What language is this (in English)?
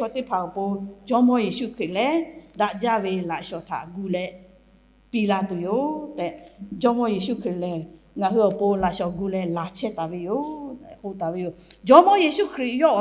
Lahu